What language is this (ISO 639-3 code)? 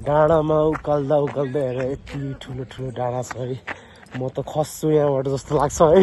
nep